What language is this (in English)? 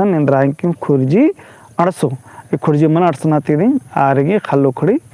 Kurukh